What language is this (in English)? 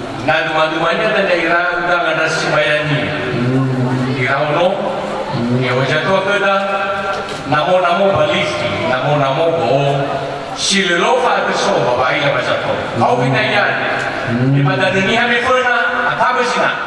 Nias